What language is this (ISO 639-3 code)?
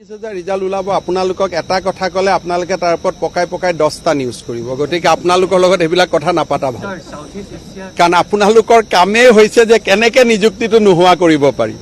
asm